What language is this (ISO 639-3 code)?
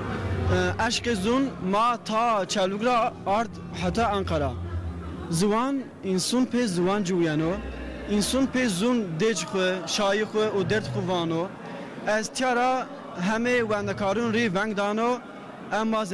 zza